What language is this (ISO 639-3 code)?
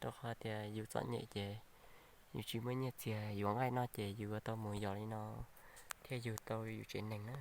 hmn